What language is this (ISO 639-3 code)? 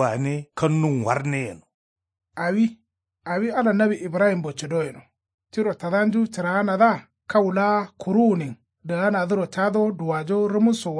kau